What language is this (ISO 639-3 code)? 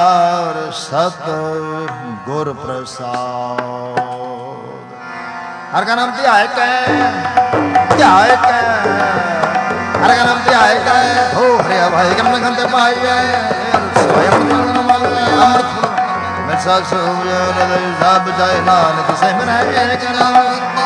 pan